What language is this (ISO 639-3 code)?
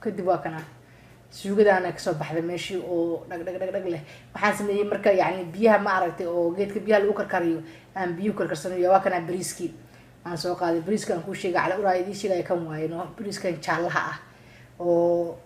som